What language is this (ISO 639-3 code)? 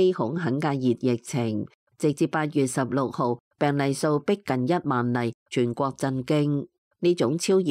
yue